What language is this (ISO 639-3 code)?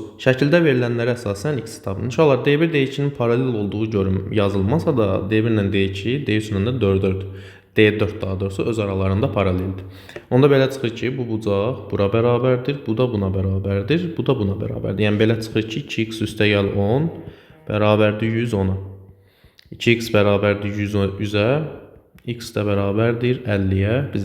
aze